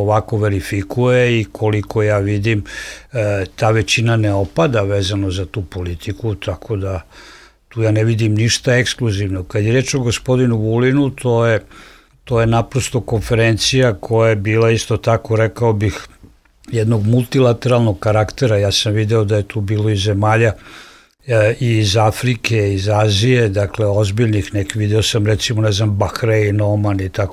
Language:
Serbian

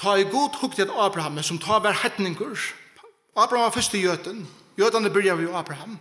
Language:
Faroese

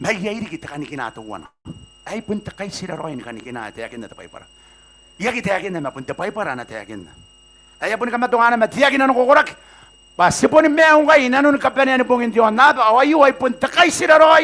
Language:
Gilbertese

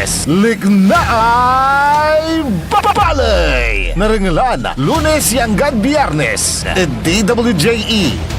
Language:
Pangasinan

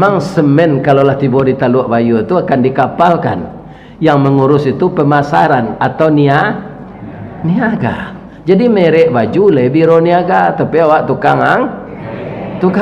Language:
Minangkabau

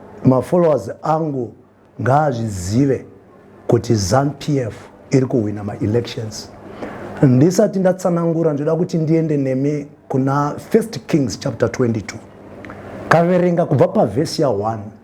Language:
Shona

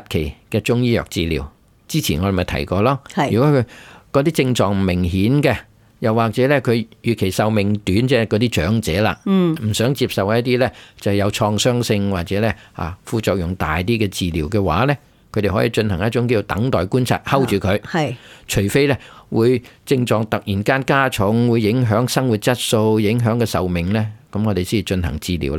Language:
Cantonese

